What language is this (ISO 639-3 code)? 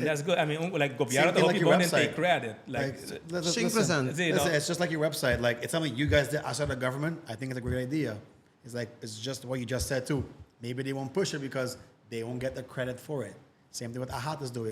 pap